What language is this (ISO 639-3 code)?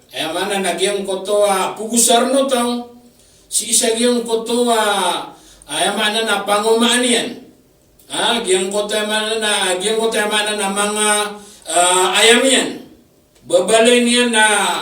mrw